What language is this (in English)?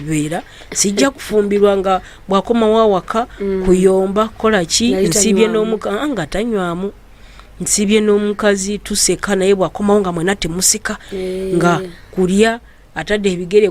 Ganda